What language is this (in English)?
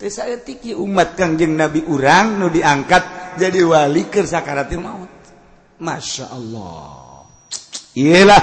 Sundanese